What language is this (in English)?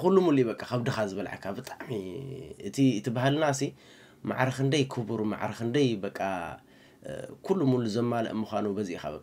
Tigrinya